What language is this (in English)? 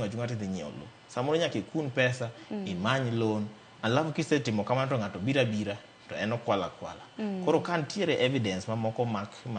Luo (Kenya and Tanzania)